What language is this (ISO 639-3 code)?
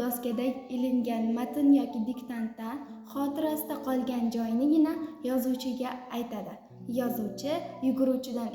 uzb